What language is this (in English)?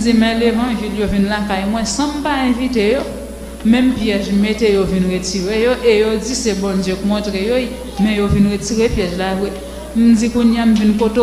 Haitian Creole